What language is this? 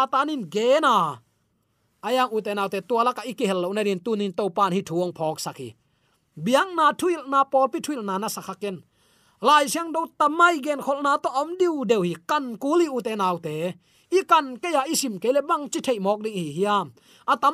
Tedim Chin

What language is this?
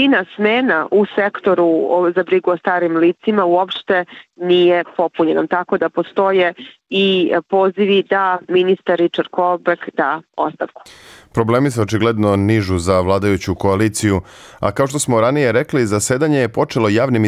Serbian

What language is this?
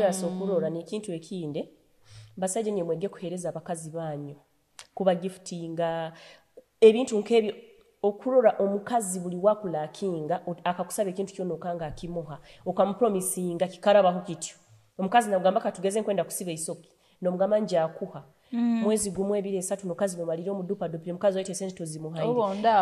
Nyoro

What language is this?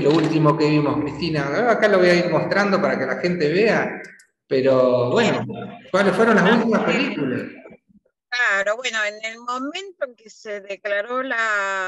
Spanish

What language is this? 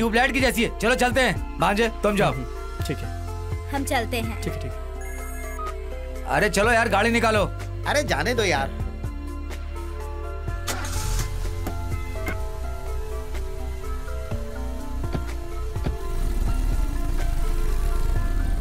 Hindi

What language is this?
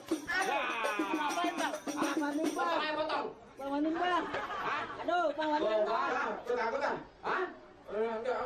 Betawi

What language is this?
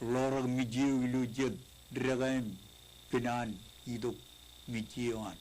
Marshallese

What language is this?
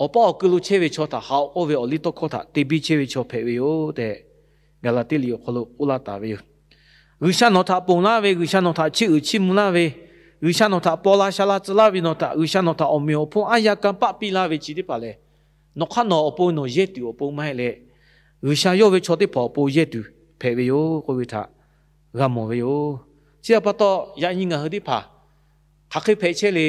Lahu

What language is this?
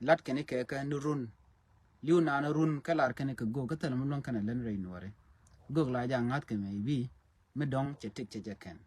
Nuer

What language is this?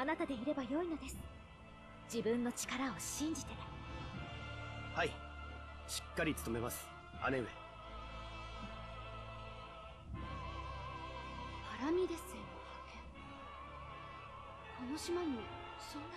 Japanese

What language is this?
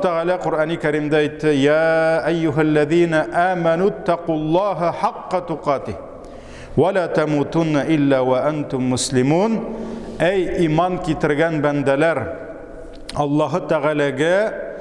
Tatar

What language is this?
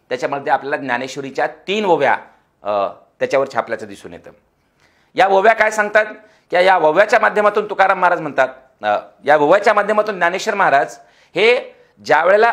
Marathi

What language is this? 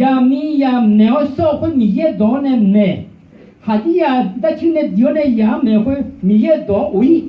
Akha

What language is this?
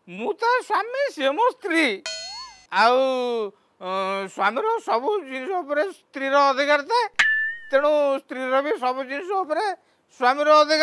Odia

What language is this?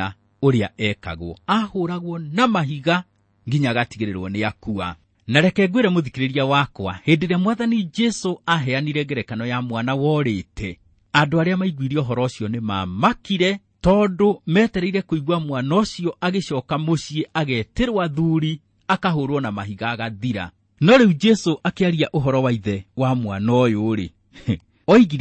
Kikuyu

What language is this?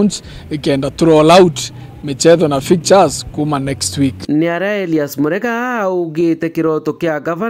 Meru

